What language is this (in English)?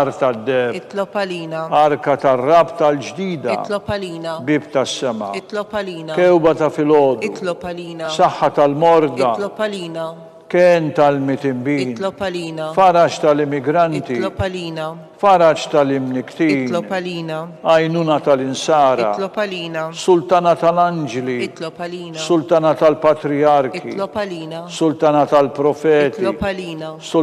Maltese